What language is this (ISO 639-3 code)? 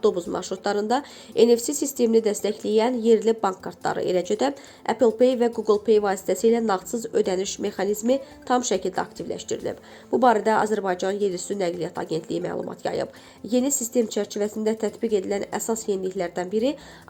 aze